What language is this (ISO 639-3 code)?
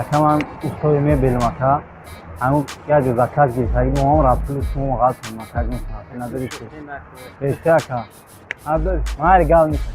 tgk